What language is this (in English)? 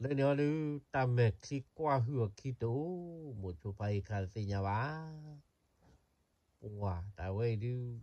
S'gaw Karen